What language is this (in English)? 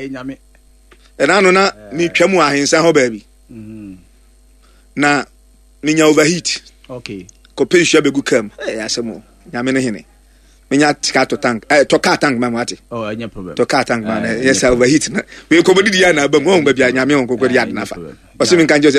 Akan